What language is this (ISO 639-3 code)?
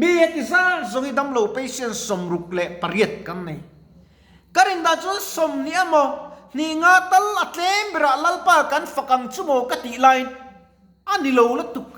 lus